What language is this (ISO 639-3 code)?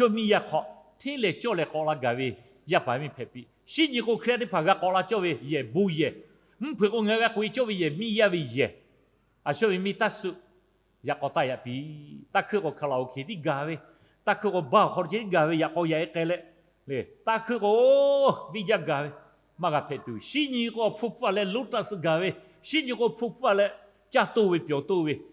lhu